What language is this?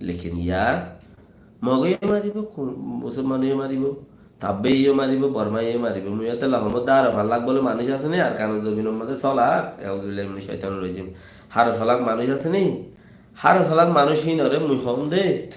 Rohingya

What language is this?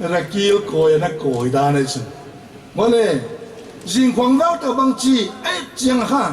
Paite Chin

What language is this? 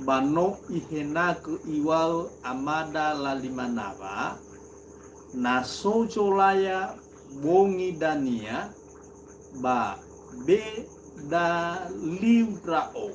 Nias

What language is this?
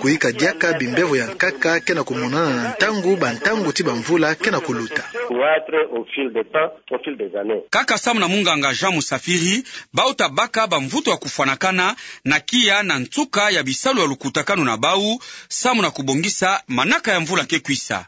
Kituba (Democratic Republic of Congo)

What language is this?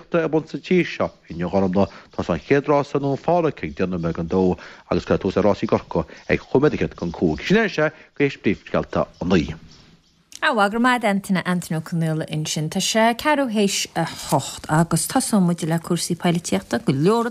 Irish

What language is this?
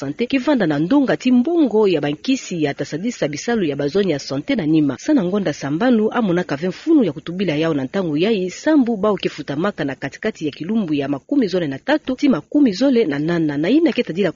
Kituba (Democratic Republic of Congo)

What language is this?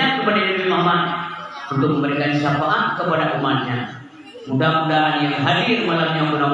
Achinese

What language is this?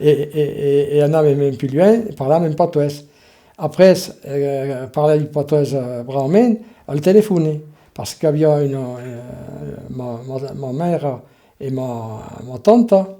Occitan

